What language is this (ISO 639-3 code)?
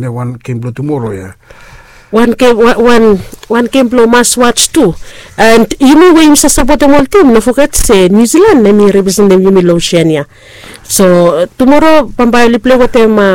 bis